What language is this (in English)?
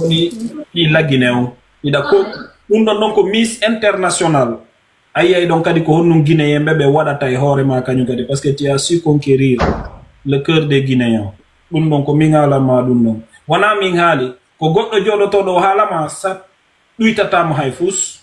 Fula